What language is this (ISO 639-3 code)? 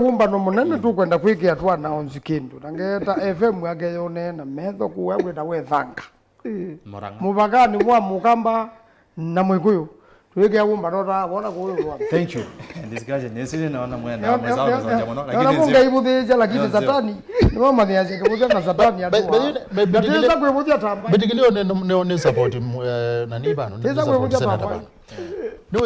kam